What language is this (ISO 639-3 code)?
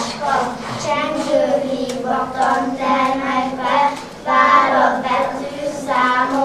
hun